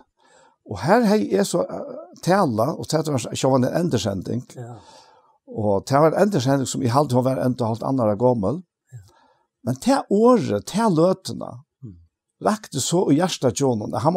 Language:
Faroese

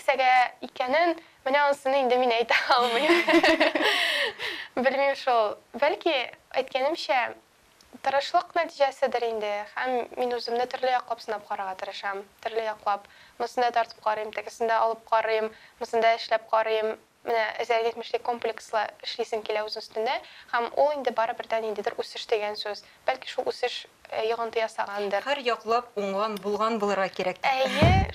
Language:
Tatar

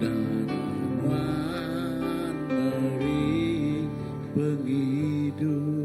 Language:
Iban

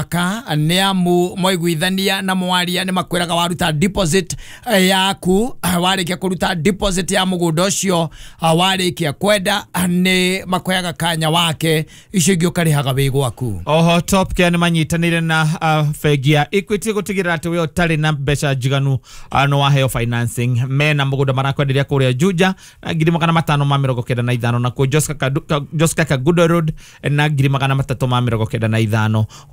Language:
Kikuyu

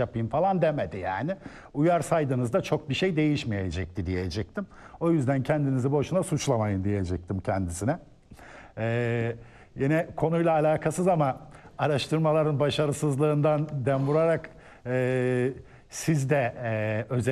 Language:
Turkish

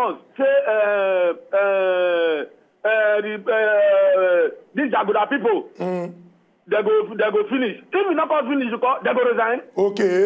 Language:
Nigerian Pidgin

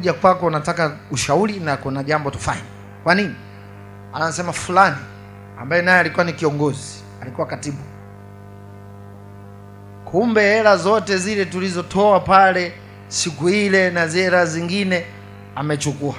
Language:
Swahili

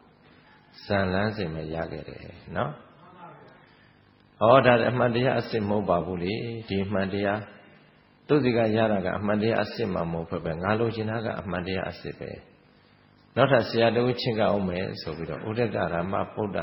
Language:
Burmese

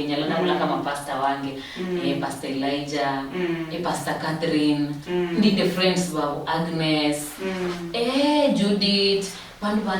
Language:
Luyia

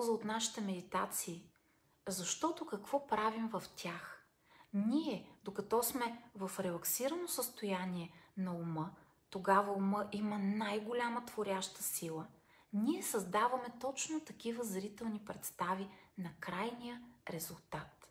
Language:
Bulgarian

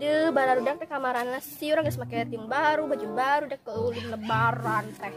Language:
Sundanese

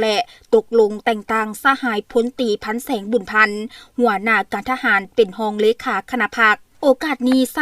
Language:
Lao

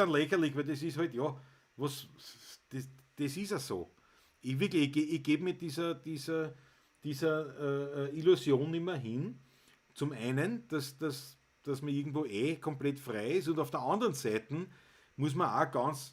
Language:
Bavarian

